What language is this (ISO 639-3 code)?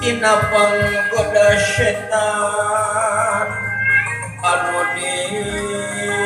sun